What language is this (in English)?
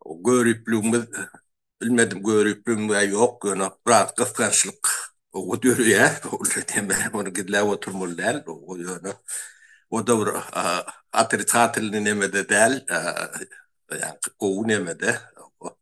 Turkmen